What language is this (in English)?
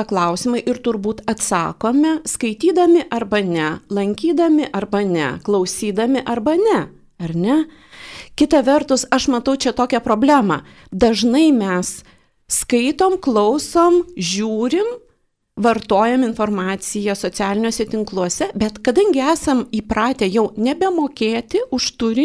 Lithuanian